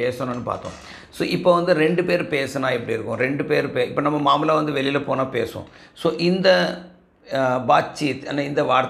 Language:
Tamil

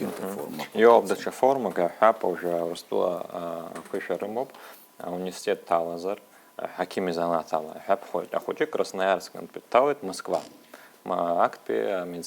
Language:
Abkhazian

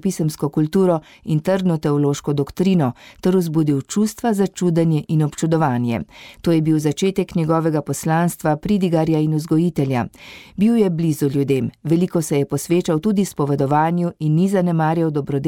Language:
Slovenian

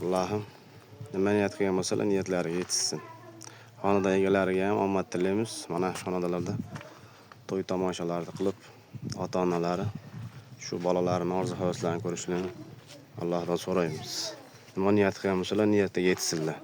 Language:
Uzbek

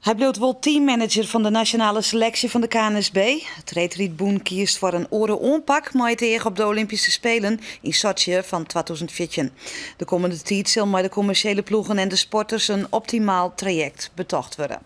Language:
Western Frisian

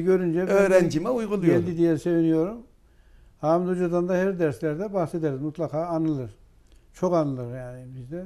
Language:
Turkish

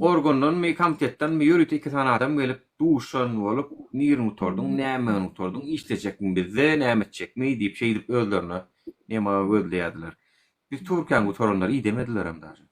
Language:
Turkmen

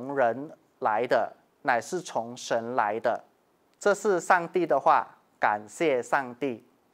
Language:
Chinese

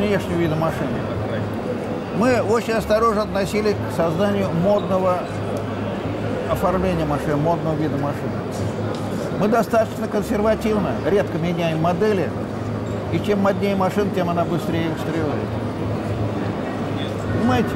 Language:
Russian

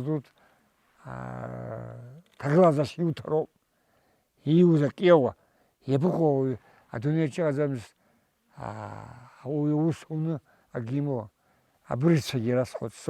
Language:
Abkhazian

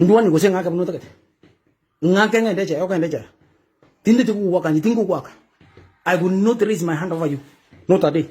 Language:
Gusii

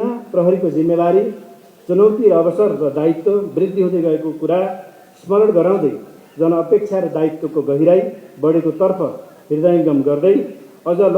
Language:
Nepali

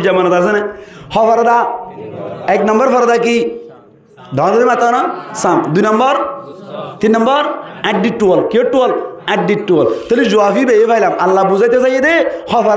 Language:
Rohingya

